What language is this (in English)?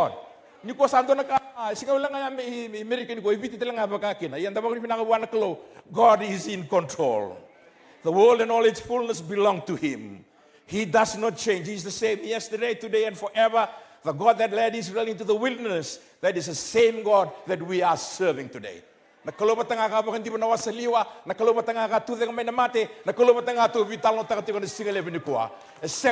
Fijian